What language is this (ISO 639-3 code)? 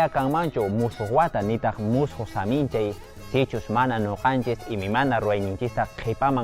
que